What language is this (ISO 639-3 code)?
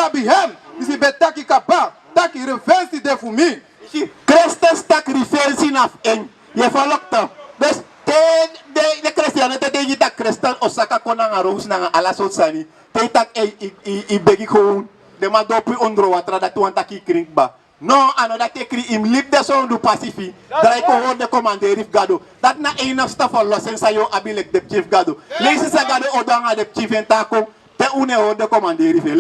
srn